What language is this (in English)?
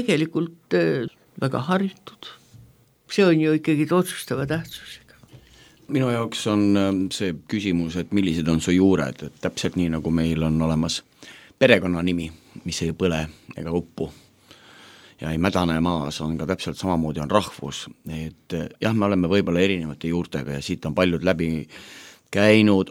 Estonian